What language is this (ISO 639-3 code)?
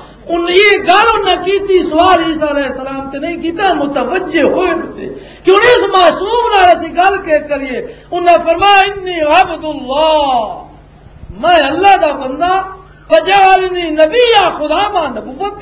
lah